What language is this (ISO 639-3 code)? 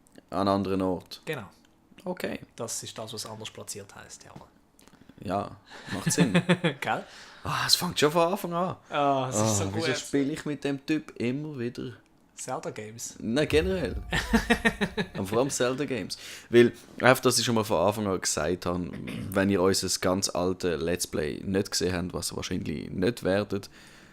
gsw